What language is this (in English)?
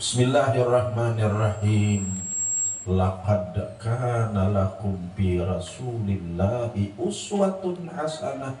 Banjar